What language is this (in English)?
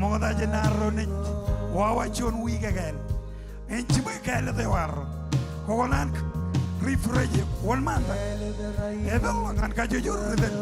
Marshallese